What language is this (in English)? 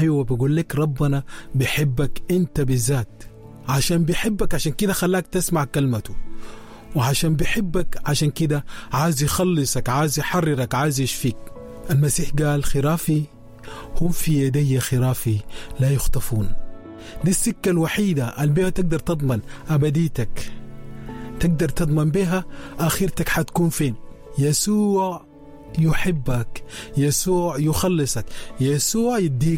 Sudanese Arabic